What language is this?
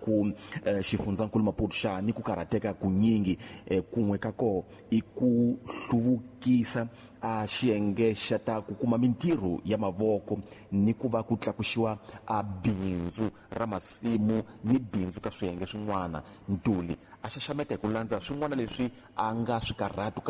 Tsonga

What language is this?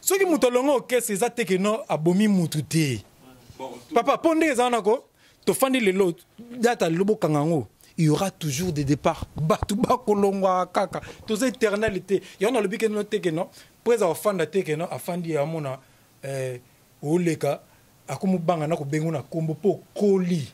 Lingala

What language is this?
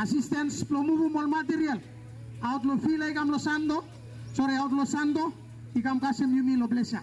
Bislama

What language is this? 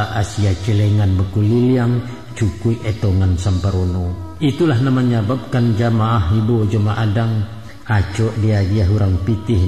Minangkabau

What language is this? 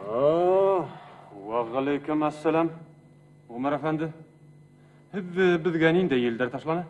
Bashkir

